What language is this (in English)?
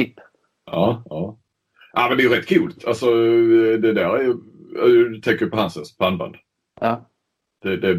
Swedish